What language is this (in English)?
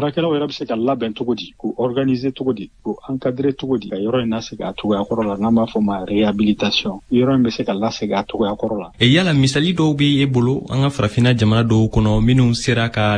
Bambara